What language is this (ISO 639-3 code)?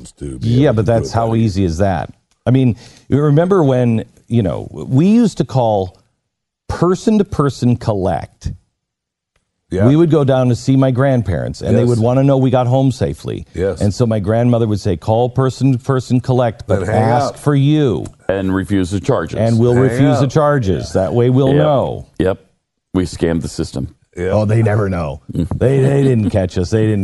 eng